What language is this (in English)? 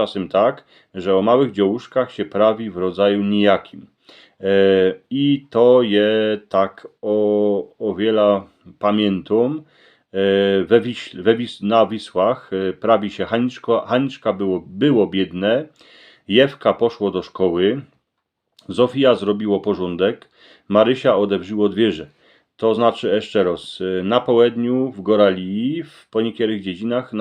Silesian